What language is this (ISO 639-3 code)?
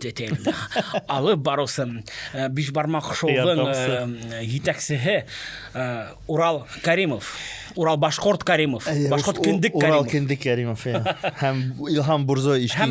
bak